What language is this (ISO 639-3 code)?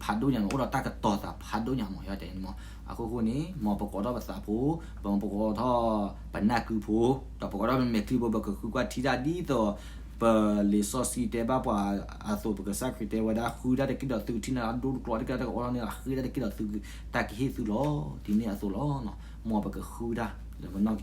ksw